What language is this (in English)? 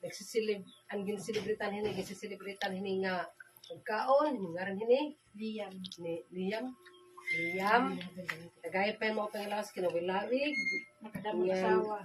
Waray